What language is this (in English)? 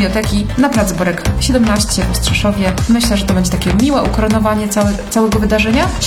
Polish